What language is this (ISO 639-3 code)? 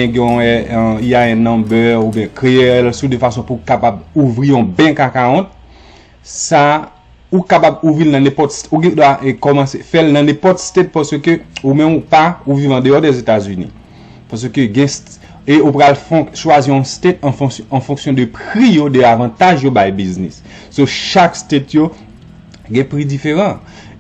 hat